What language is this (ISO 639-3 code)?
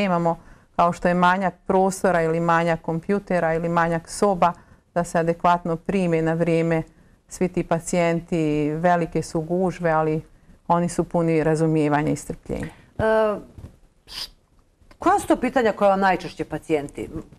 bos